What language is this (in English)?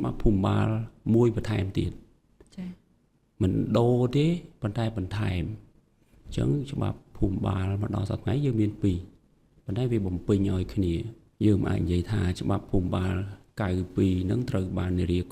Khmer